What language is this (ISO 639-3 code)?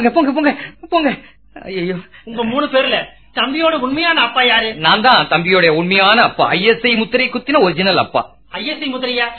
tam